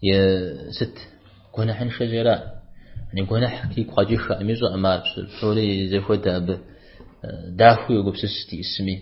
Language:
Kabardian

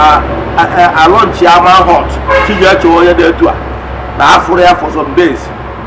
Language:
Igbo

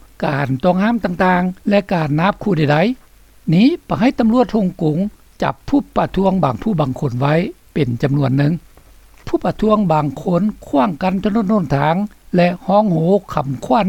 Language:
Lao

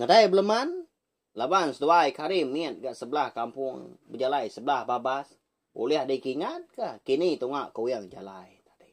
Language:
Iban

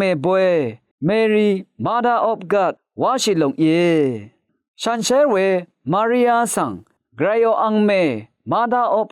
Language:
Rawang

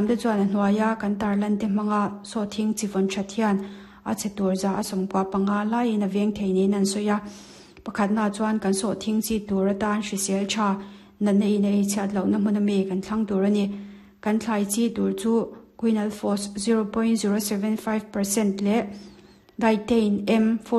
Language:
Mizo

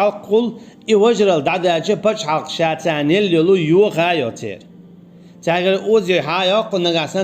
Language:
Chechen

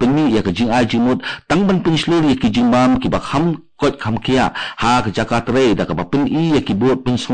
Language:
Khasi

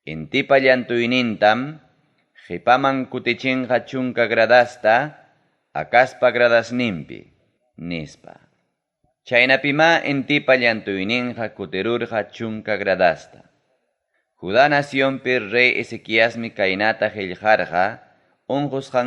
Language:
Ayacucho Quechua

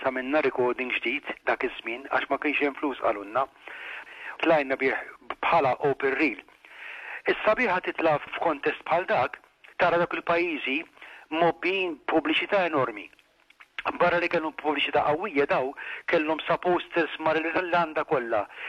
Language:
Maltese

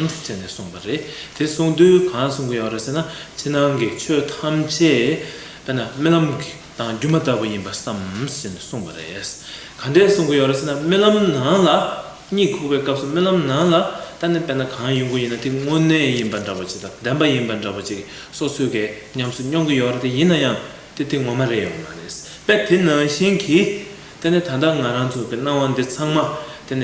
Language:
Tibetan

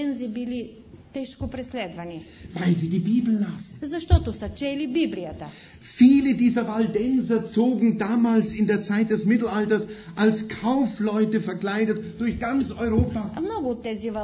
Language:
Bulgarian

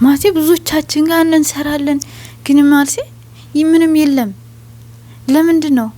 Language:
Amharic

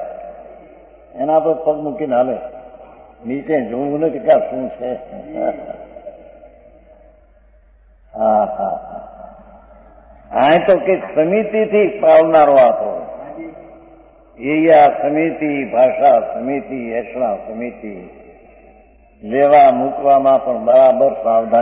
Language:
Gujarati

